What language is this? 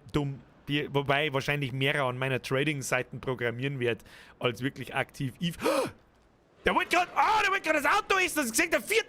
Bavarian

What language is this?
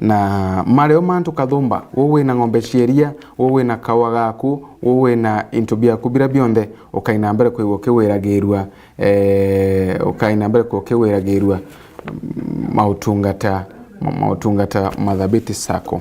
Meru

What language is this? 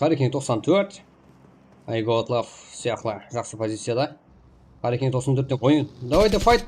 Kara-Kalpak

